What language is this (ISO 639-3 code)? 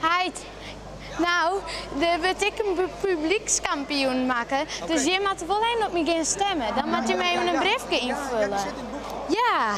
fry